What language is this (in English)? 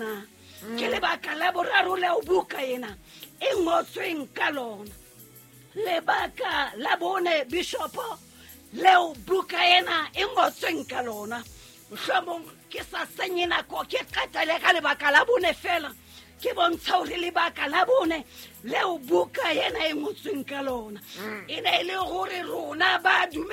Southern Sotho